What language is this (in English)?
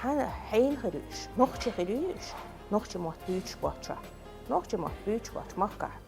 Chechen